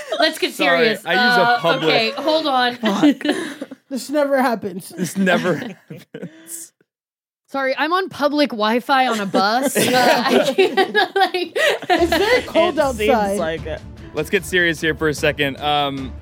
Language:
English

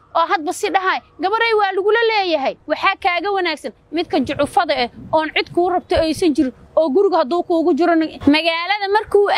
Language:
Somali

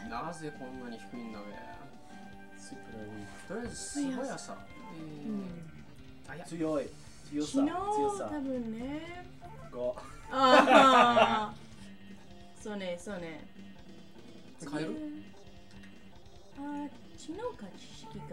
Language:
Japanese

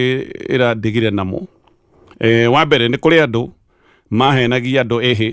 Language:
Kikuyu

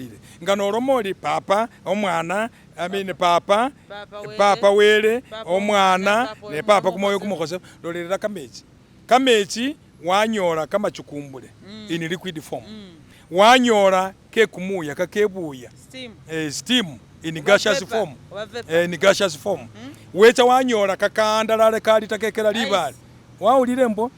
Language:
Masaaba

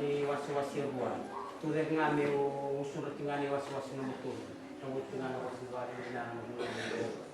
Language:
Fijian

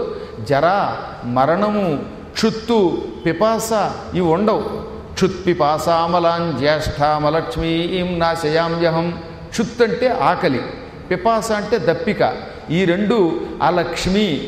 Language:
Telugu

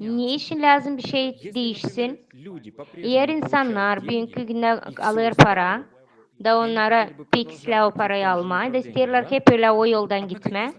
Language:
Gagauz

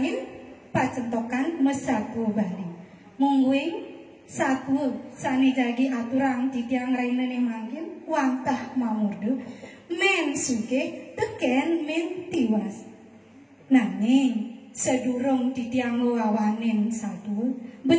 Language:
Balinese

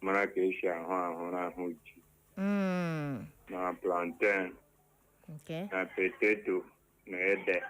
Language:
Igbo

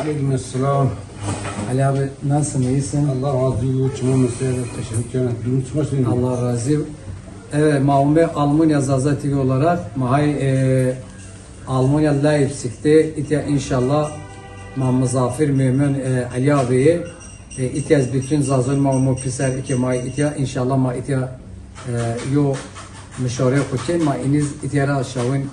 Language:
Zaza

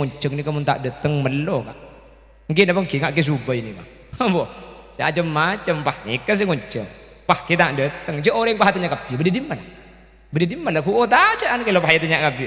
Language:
Madurese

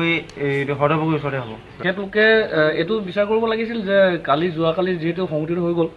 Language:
Assamese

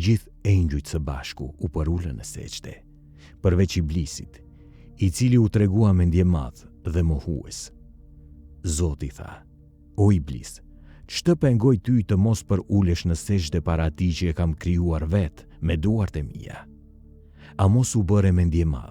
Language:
Albanian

